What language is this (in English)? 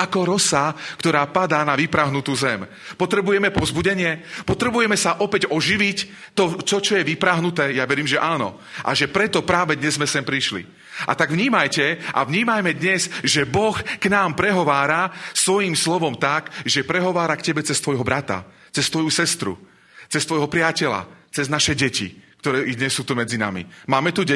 Slovak